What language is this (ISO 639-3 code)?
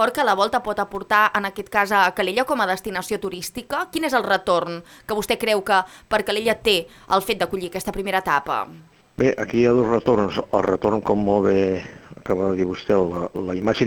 cat